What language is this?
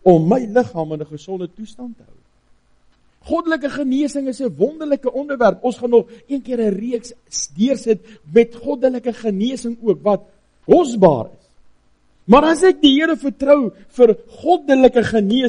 Afrikaans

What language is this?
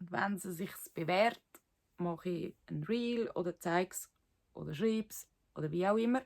Swiss German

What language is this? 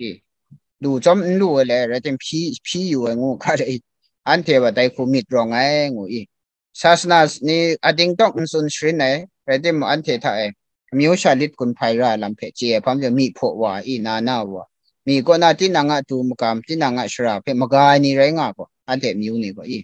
Kachin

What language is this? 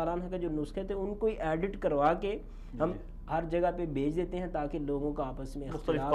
Urdu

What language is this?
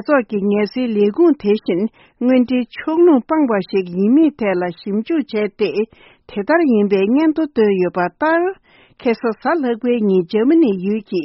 Tibetan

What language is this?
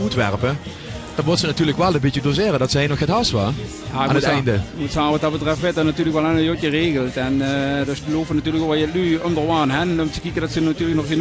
Limburgish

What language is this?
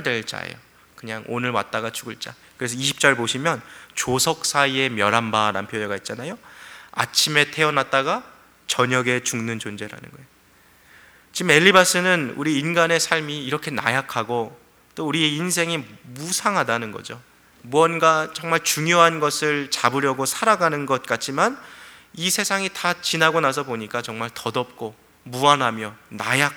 Korean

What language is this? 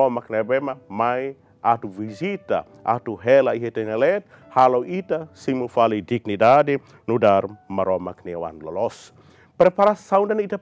Tetum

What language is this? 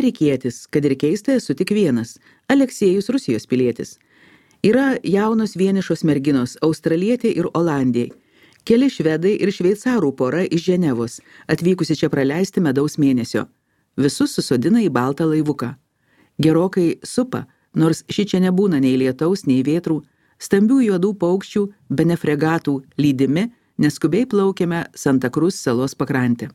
Lithuanian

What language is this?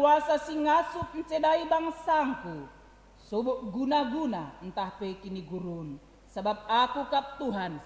Batak Karo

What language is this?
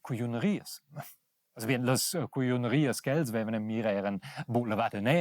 Romansh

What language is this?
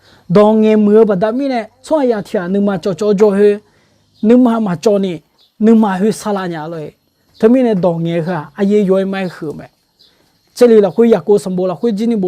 Akha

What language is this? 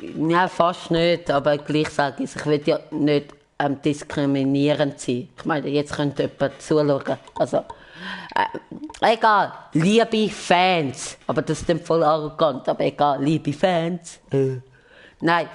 Swiss German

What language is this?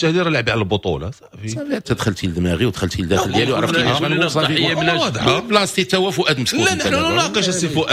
Moroccan Arabic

